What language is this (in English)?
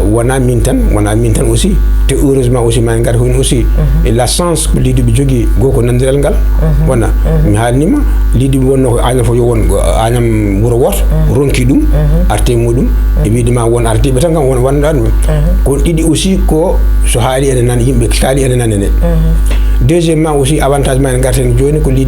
Fula